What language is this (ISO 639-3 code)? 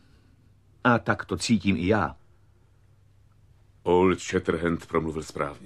ces